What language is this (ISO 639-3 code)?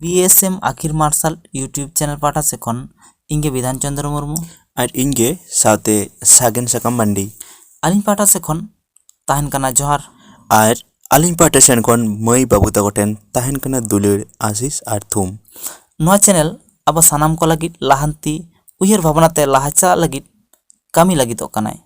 sat